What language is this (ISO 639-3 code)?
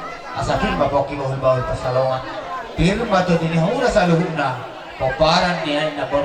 bbc